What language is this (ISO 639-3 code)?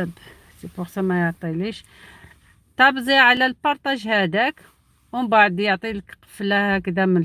arq